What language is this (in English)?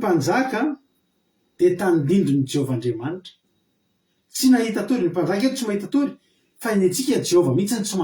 Malagasy